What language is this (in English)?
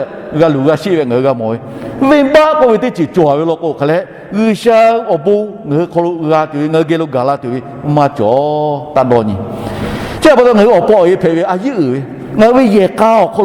Lahu